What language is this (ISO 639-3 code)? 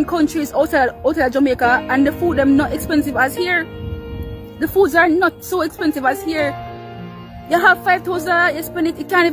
jam